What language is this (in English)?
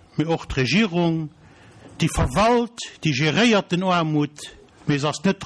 Luxembourgish